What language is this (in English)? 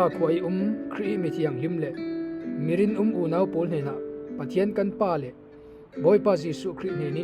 Falam Chin